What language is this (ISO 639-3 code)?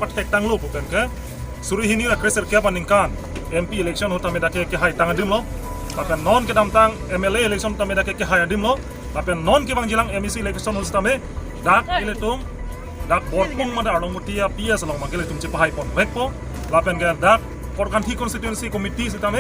mjw